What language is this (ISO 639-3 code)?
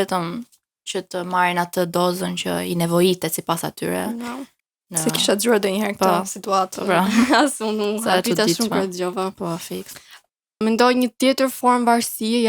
sqi